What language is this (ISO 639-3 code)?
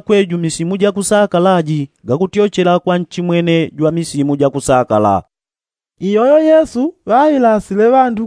yao